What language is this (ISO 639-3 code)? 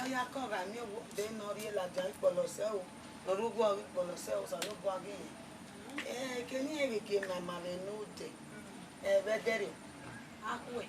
bin